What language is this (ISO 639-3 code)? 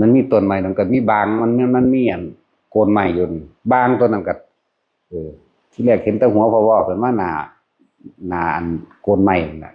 tts